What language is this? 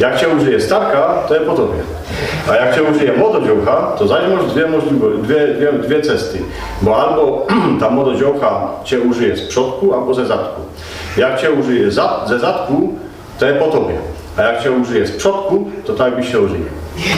Silesian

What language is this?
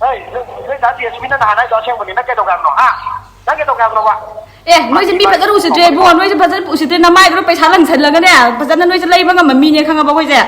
Manipuri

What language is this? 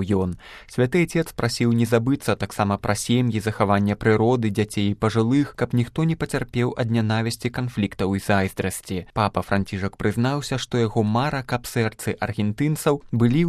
Belarusian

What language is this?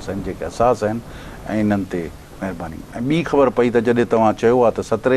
Sindhi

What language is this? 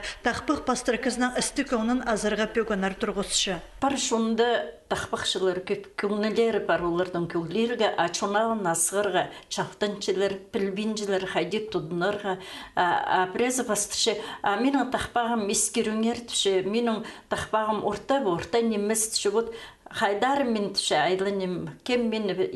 Khakas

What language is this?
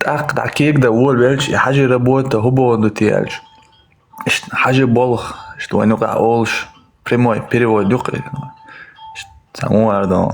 Chechen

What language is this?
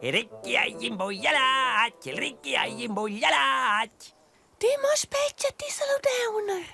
Romansh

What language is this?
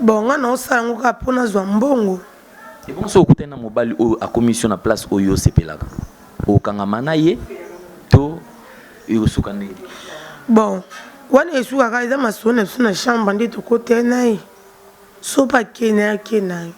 Lingala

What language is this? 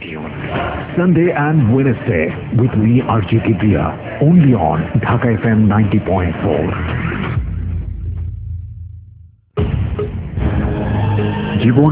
Bangla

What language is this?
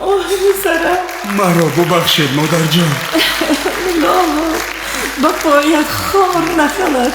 Tajik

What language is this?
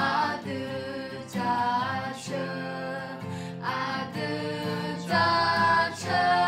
Akha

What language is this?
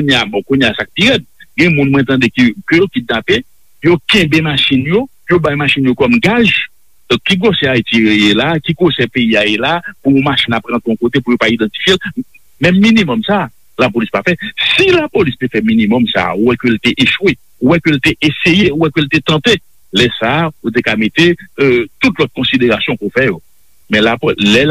Haitian Creole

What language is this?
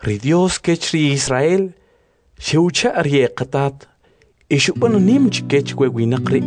Kʼicheʼ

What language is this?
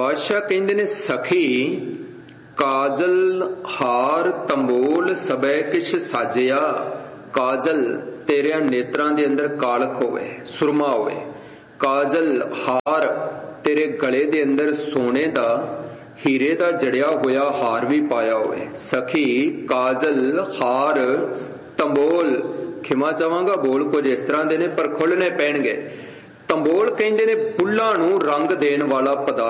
Punjabi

